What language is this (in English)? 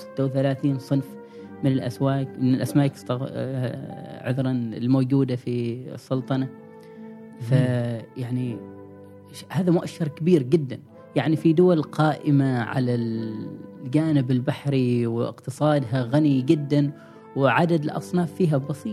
Gulf Arabic